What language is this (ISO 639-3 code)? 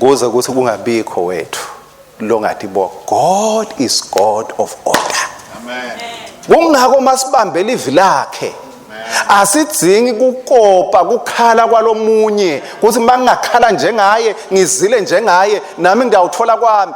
ssw